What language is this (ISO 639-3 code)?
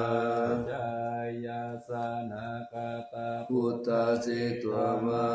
pli